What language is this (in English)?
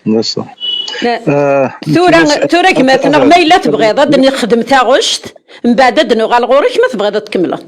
Kabyle